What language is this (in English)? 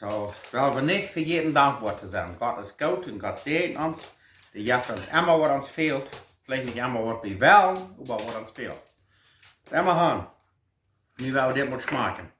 Plautdietsch